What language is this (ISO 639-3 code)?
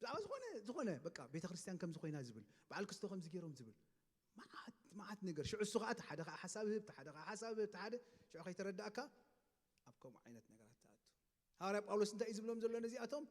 tir